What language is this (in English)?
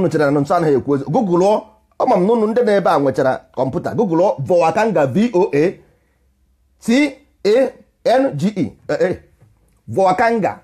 Igbo